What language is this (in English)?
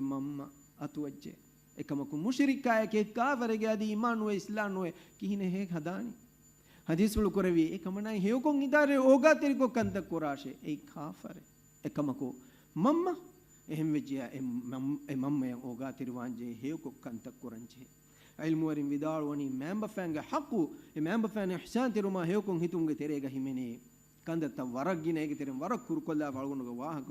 Divehi